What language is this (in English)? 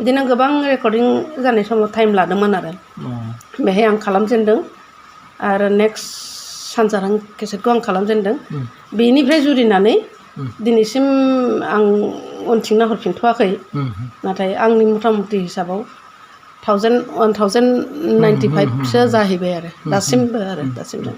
Bodo